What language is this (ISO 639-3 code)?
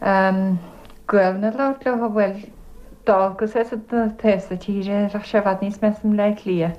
gle